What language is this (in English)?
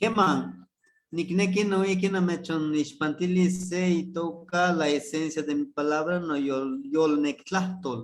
Eastern Huasteca Nahuatl